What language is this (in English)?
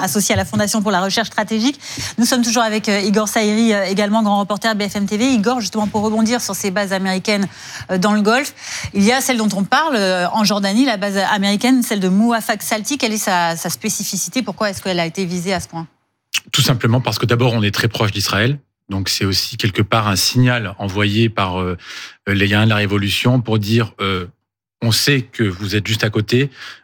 French